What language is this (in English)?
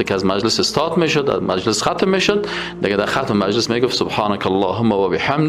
Persian